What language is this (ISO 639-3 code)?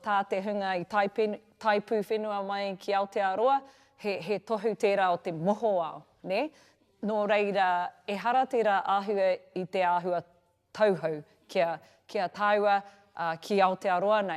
mri